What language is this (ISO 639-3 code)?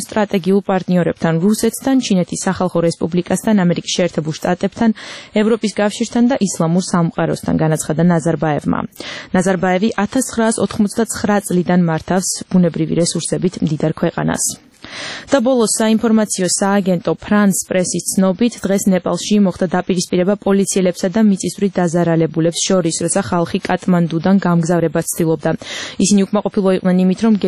kat